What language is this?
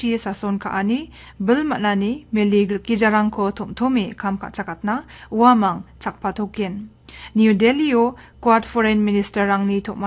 Garo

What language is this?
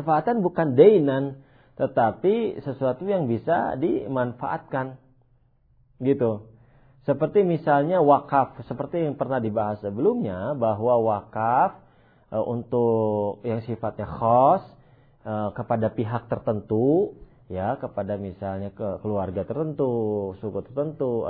Indonesian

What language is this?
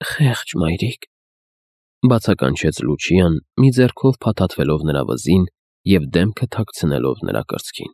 Armenian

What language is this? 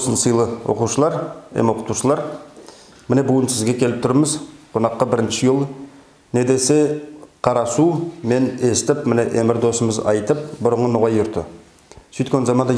Nogai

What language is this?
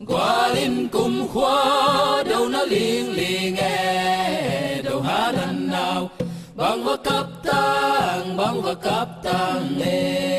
Tedim Chin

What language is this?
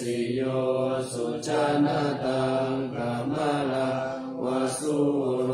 Pali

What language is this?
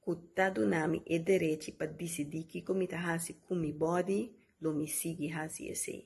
Papiamento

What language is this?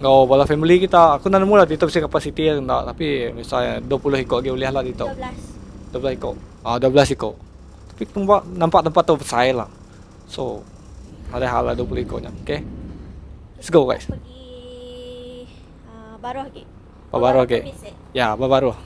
Iban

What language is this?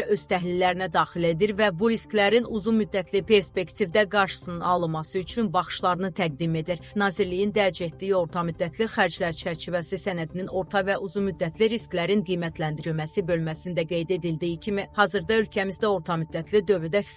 Azerbaijani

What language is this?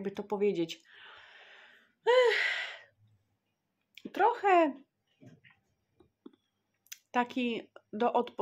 Polish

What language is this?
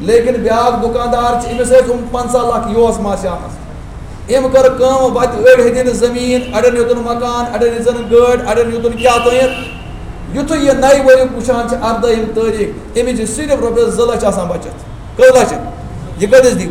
Kashmiri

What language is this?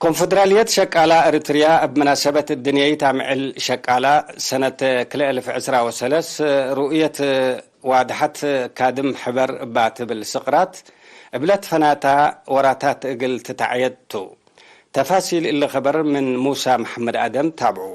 Tigre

